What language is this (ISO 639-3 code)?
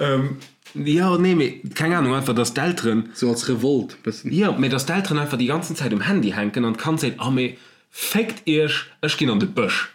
ltz